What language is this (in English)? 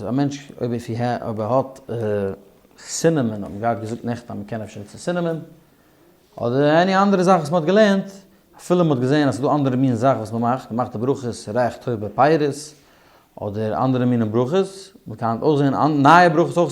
Yiddish